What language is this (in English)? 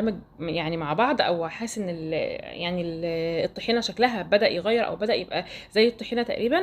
Egyptian Arabic